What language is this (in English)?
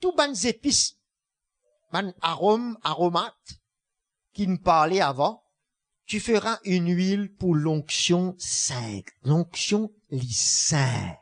Morisyen